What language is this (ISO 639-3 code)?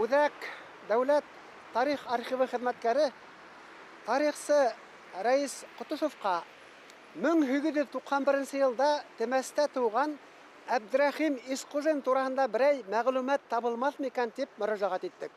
bak